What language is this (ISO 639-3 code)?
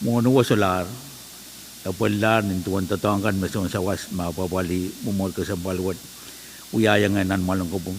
pon